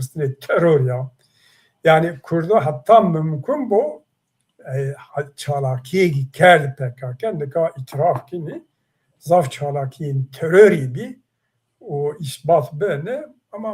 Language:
Zaza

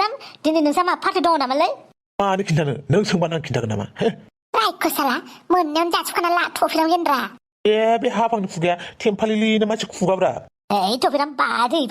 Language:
Bodo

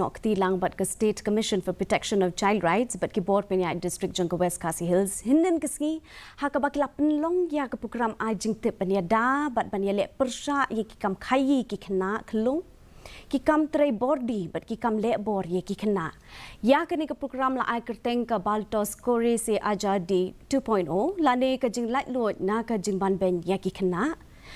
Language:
Khasi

